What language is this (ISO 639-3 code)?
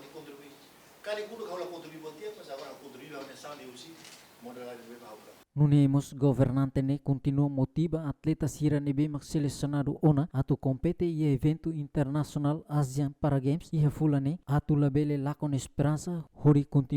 tet